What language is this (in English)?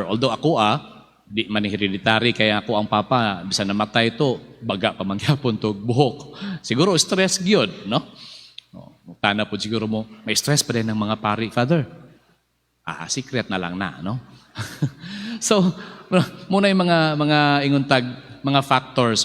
Cebuano